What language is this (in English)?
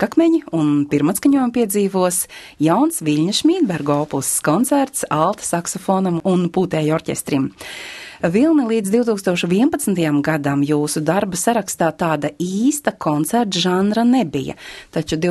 Latvian